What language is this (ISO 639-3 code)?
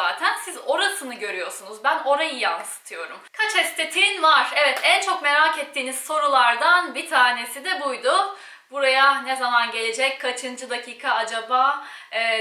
tur